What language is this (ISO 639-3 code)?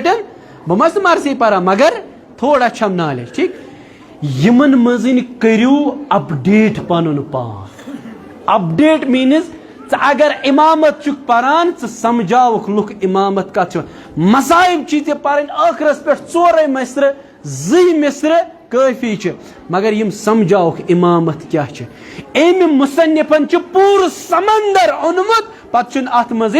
kas